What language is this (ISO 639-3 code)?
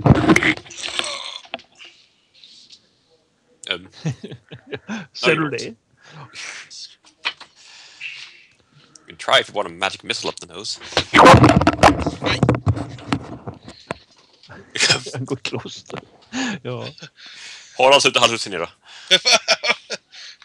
swe